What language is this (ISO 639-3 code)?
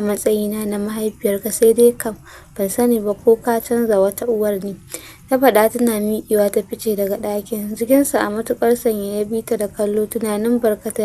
hau